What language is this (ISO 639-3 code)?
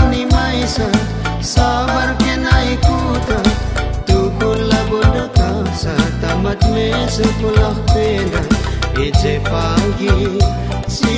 btx